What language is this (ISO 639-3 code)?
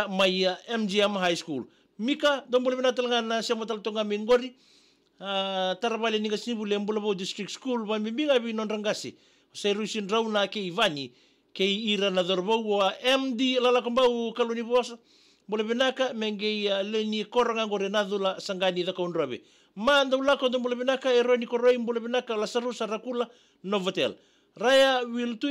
fij